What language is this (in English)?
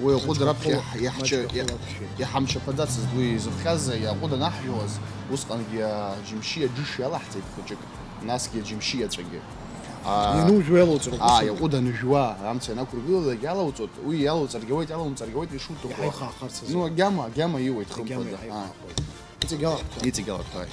Abkhazian